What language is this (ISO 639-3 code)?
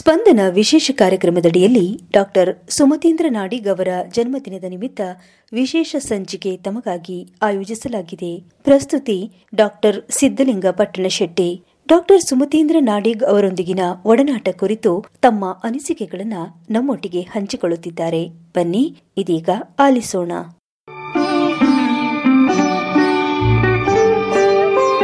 kan